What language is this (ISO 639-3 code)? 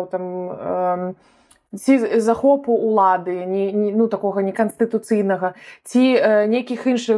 bel